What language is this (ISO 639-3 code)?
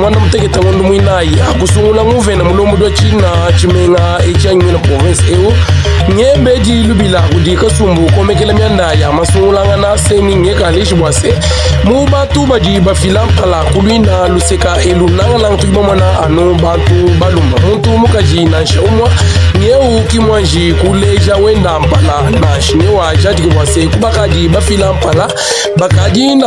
lua